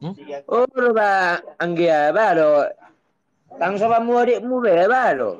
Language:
Batak Toba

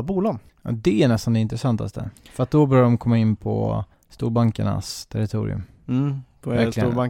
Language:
Swedish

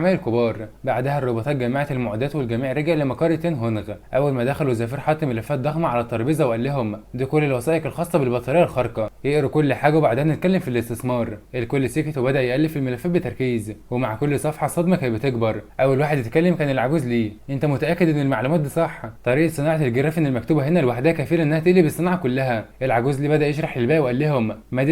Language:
Egyptian Arabic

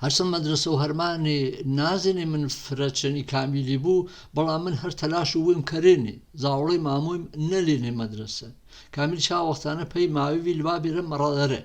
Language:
Gurani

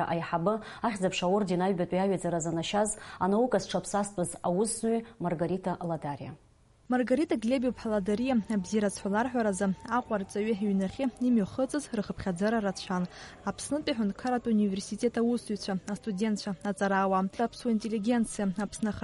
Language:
Abkhazian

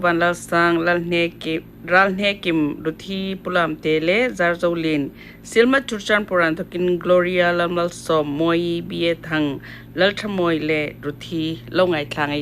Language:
Hmar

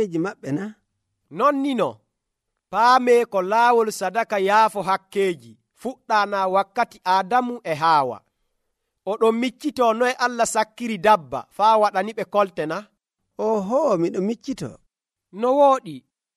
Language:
Nigerian Fulfulde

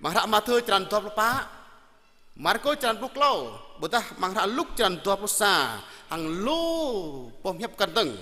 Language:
Jarai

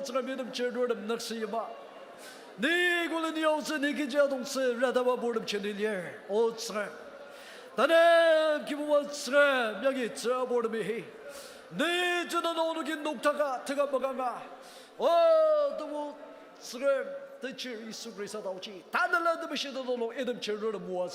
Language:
Ao Naga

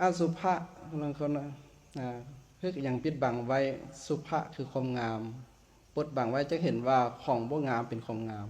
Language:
Lao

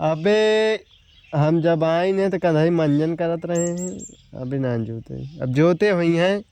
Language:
Awadhi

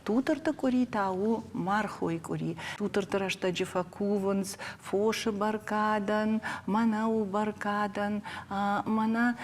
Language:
Ossetic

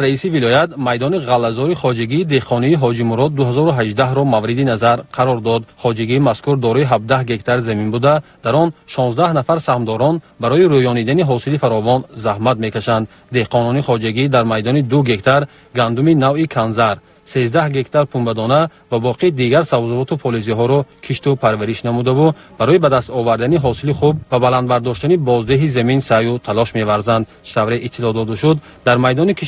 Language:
Tajik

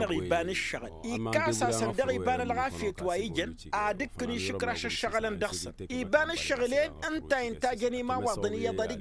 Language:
Tamasheq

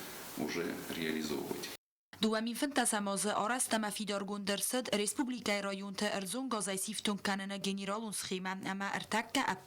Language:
Ossetic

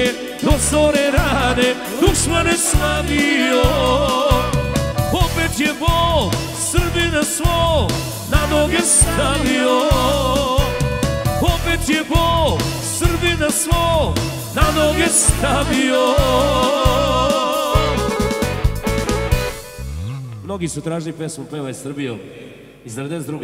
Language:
Serbian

